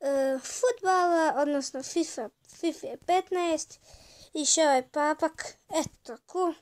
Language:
Bosnian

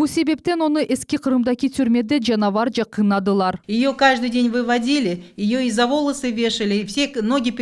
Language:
Crimean Tatar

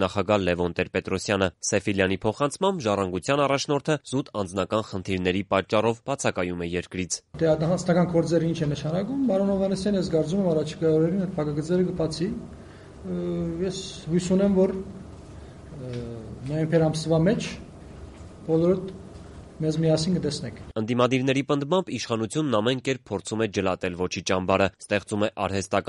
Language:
Armenian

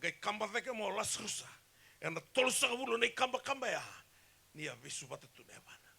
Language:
Fijian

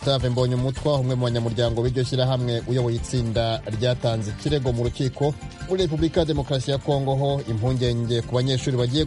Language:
Kinyarwanda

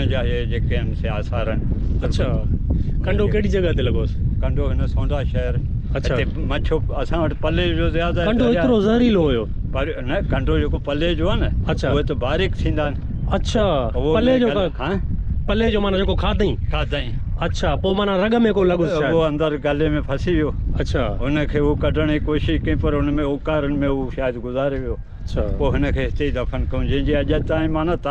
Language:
Sindhi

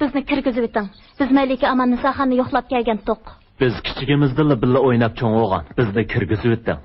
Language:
Uyghur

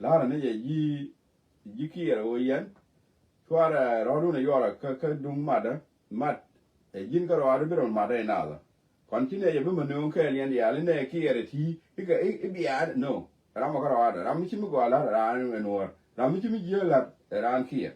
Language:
Nuer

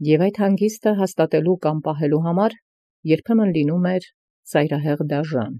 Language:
Armenian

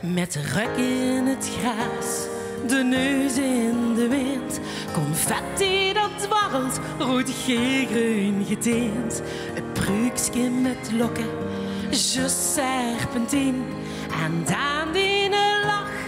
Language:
Limburgish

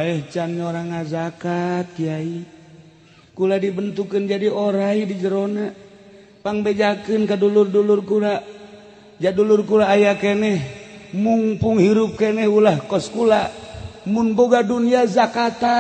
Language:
Sundanese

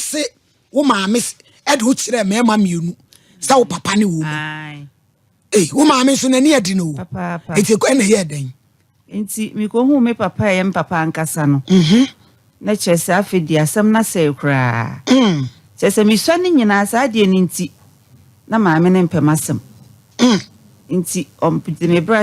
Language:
Akan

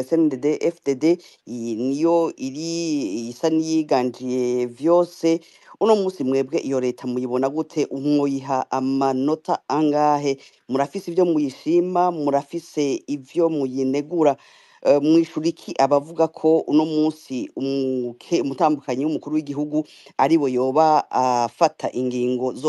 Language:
Rundi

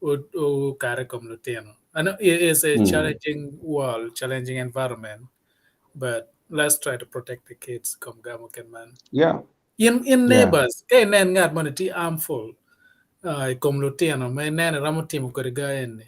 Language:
Acoli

